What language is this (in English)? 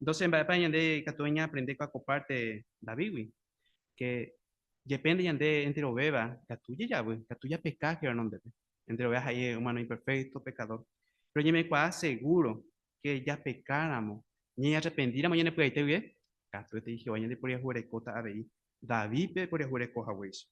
Guarani